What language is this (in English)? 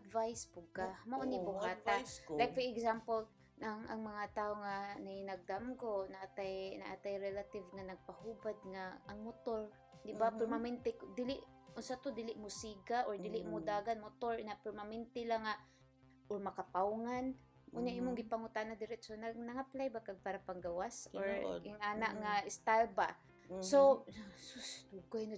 Cebuano